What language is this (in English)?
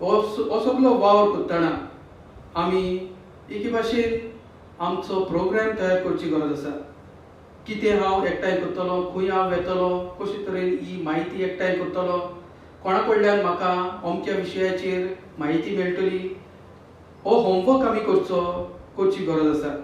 Konkani